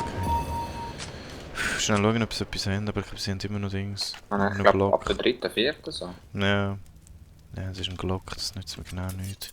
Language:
Swiss German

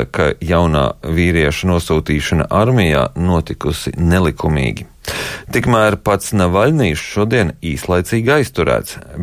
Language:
Latvian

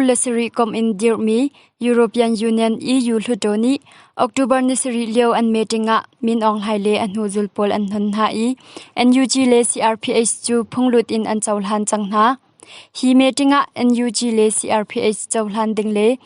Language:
Hakha Chin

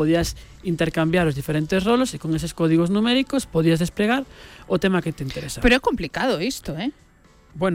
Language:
Galician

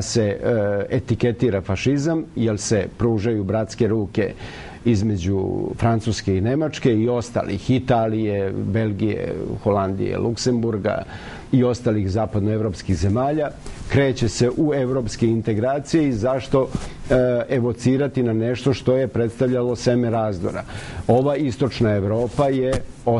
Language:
Serbian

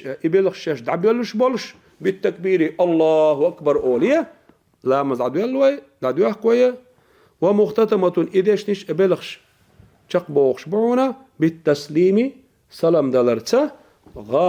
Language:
Chechen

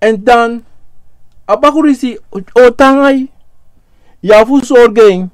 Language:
Sranan Tongo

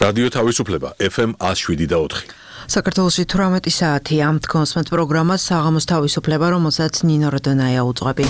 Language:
Georgian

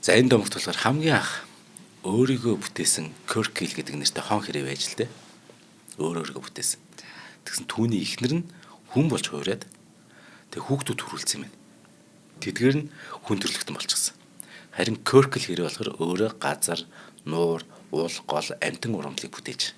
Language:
Mongolian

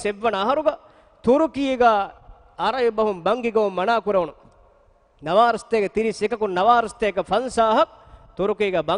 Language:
Divehi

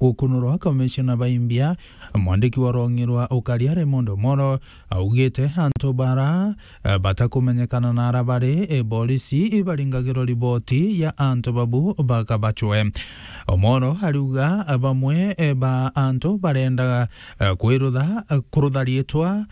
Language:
Meru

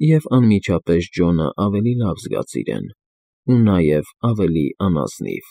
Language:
Armenian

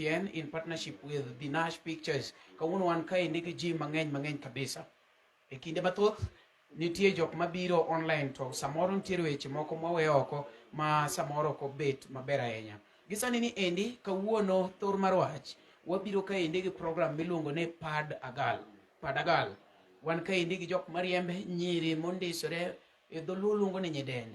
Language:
Luo (Kenya and Tanzania)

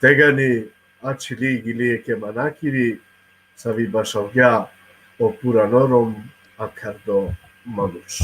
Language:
Balkan Romani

